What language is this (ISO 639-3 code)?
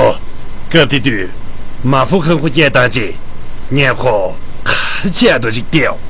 bod